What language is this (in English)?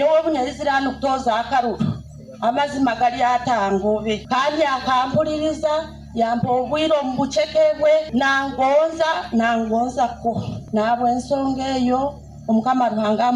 Nyoro